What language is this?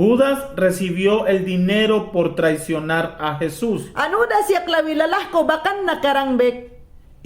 Mayangna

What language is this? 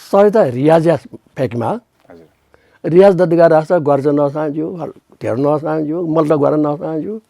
Newari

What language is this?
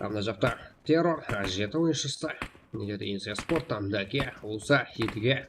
Kara-Kalpak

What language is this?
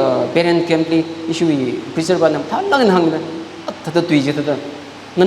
Tangkhul Naga (India)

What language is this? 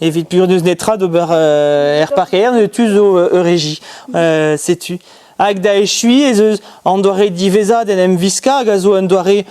Breton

